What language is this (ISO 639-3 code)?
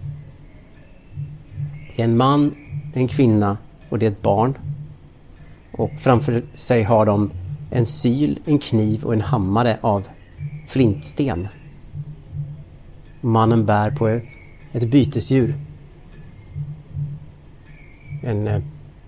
swe